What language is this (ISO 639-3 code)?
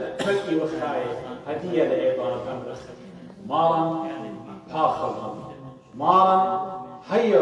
aii